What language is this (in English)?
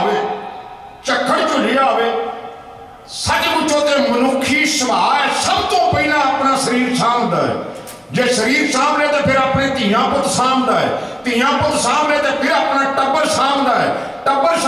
Punjabi